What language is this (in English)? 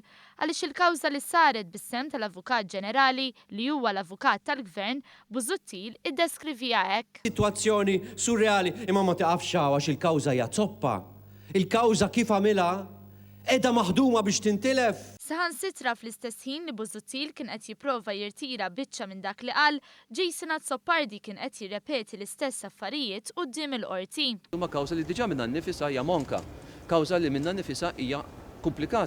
Maltese